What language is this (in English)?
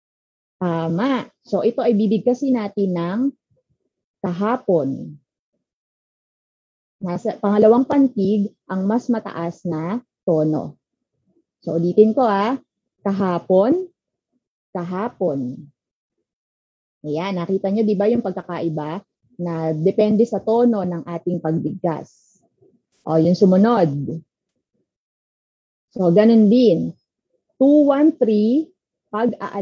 Filipino